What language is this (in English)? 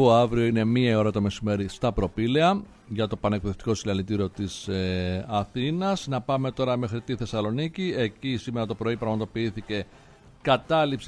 Greek